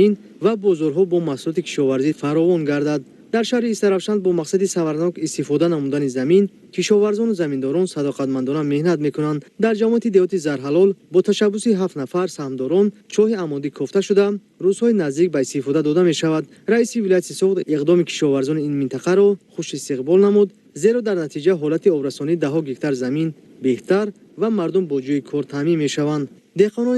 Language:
Tajik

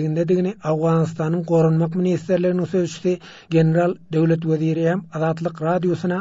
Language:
Turkmen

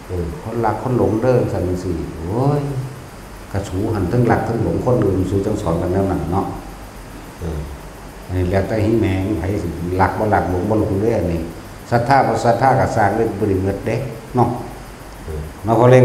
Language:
Northeastern Thai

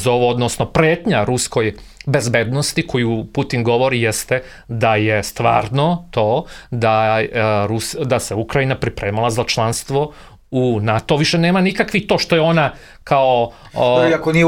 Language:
Serbian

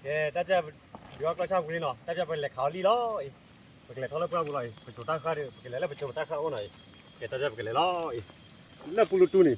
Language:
S'gaw Karen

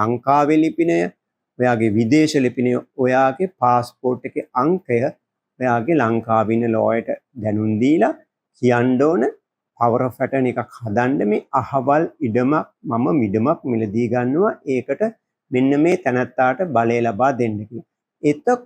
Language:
Sinhala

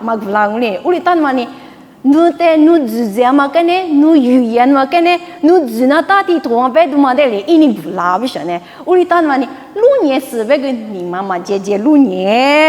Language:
Lisu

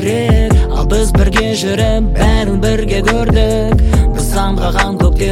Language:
Kazakh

